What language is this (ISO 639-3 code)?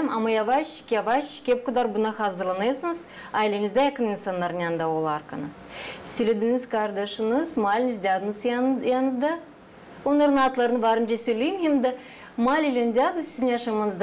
gag